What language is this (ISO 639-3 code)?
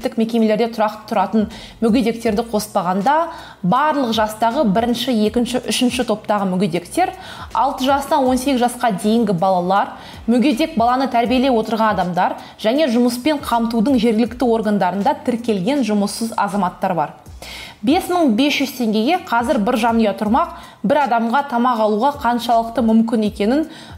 kaz